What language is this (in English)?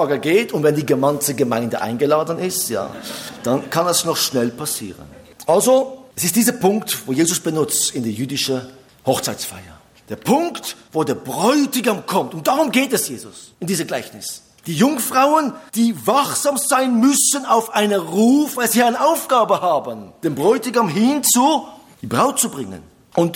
German